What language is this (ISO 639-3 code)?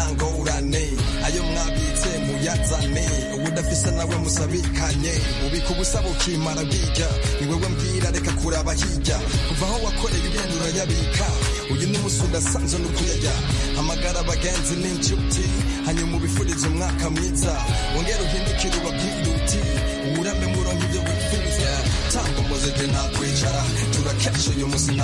kin